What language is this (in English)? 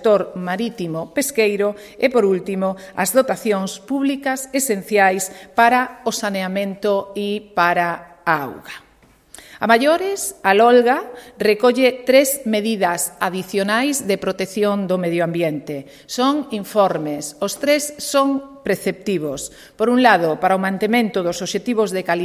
Galician